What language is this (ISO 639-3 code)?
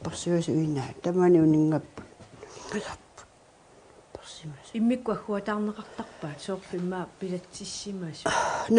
kal